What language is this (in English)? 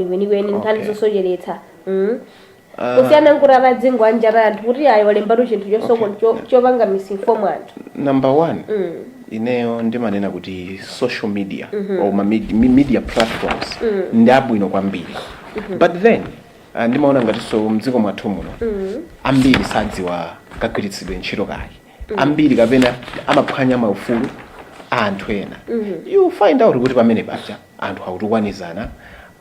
Nyanja